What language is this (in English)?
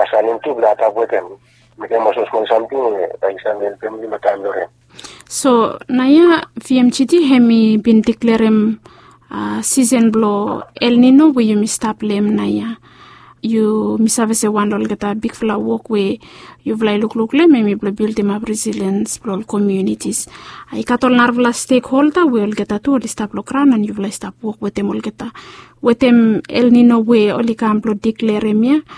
Bislama